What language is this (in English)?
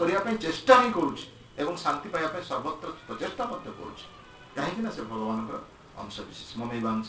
Odia